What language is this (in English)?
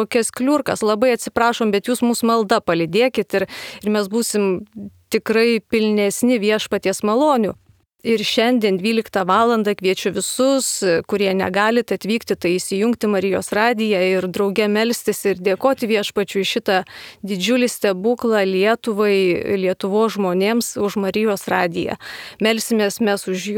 Lithuanian